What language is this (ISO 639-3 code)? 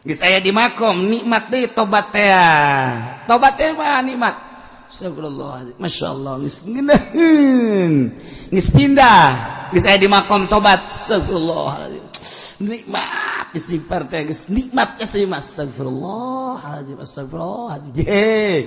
sun